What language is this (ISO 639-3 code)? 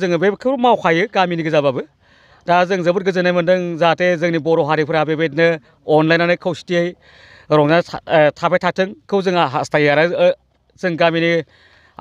brx